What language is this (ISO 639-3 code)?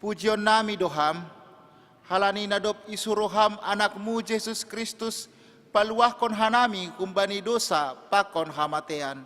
bts